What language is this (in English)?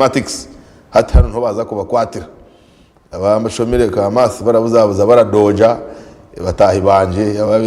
Nyankole